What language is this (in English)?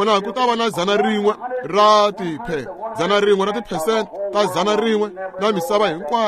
Tsonga